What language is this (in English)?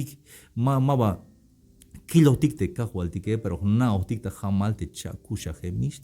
Tzeltal